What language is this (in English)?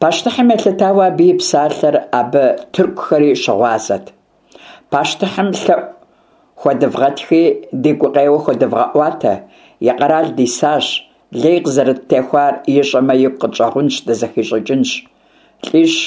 Kabardian